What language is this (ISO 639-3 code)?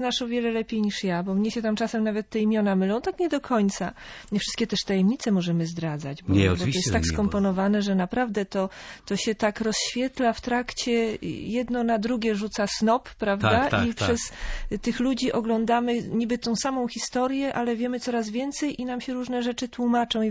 pol